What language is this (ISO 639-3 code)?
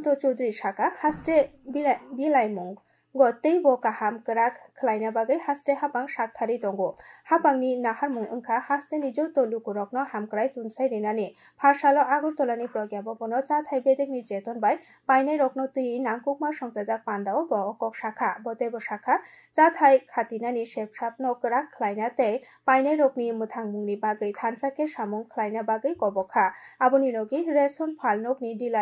trp